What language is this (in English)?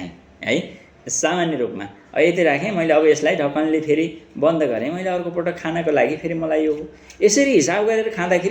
Nepali